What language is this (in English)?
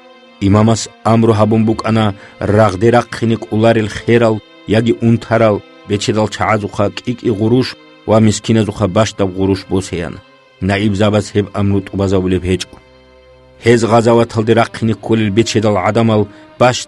Avaric